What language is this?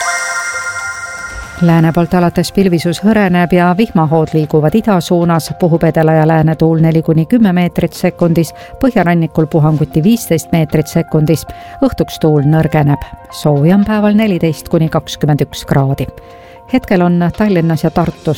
Estonian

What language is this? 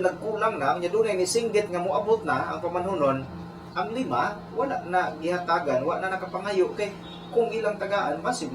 Cebuano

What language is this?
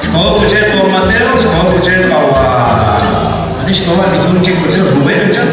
Kekchí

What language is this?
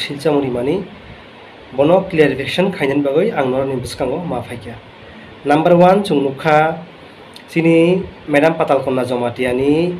Kok Borok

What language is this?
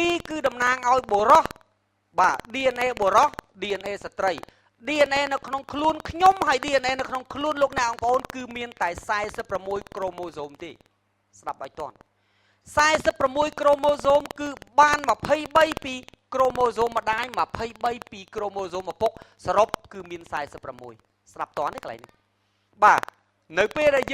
Khmer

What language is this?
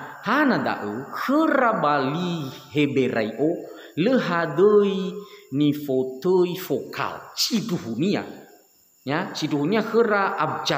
Nias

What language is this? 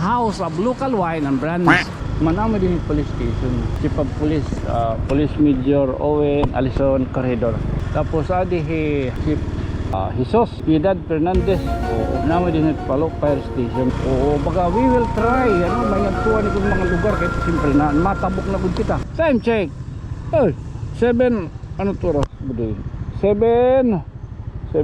Waray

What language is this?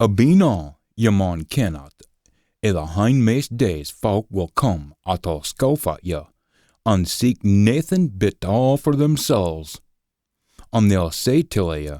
Scots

